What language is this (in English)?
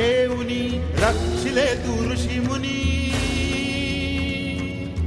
Marathi